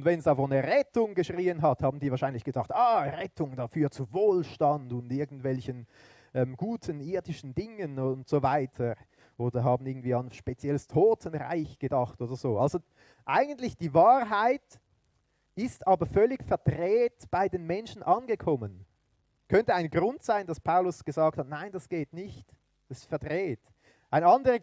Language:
Swiss German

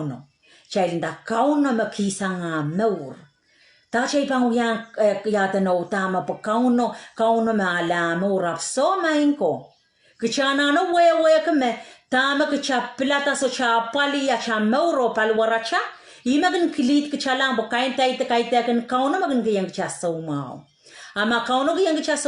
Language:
Pohnpeian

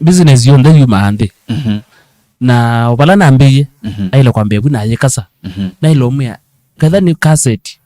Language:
Kamba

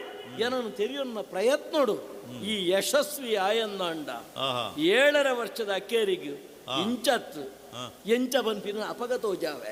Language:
Tulu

